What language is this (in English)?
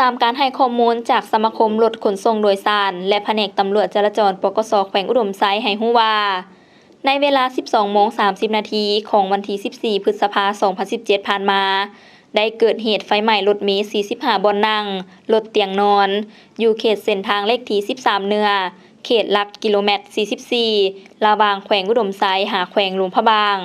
Lao